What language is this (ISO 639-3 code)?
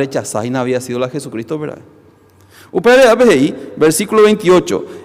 grn